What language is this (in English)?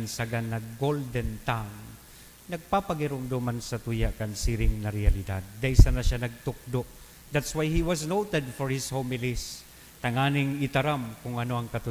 Bikol